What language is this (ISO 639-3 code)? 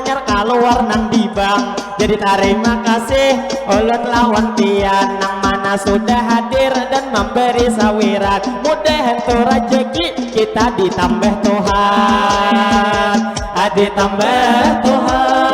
bjn